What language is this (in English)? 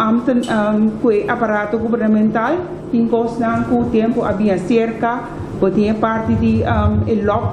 Papiamento